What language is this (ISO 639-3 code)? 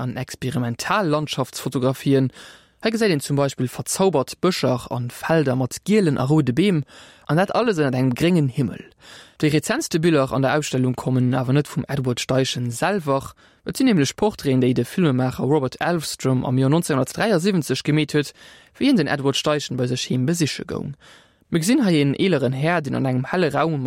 ltz